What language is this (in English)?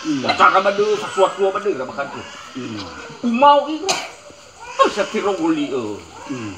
Nias